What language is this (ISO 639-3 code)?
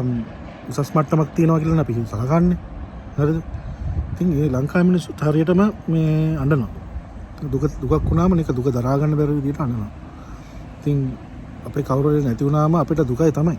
sin